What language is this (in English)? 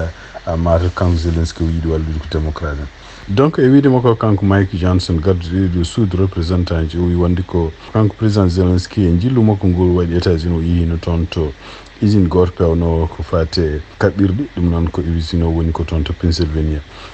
Fula